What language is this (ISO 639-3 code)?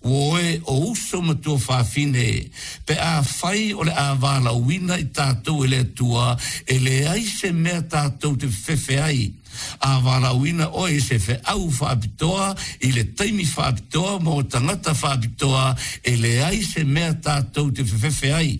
smo